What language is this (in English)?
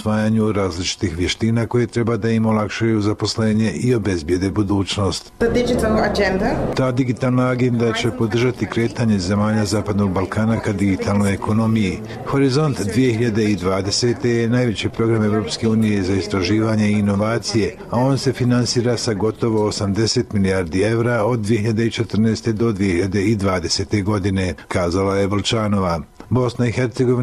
Bosnian